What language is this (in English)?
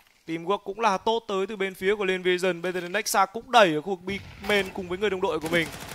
Vietnamese